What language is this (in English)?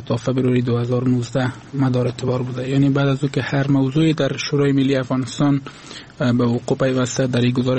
Persian